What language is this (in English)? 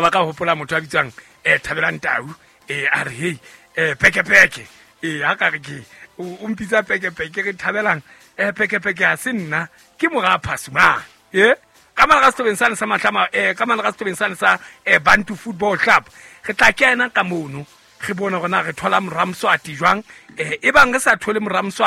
Southern Sotho